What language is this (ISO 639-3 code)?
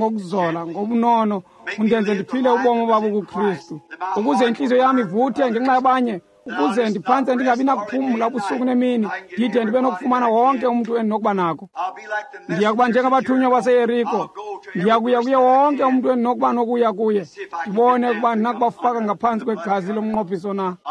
xho